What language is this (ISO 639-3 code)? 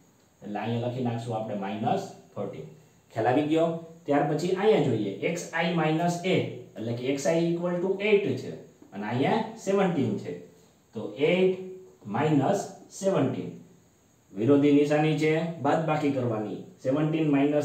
guj